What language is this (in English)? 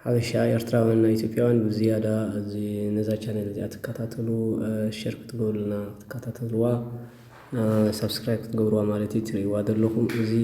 Tigrinya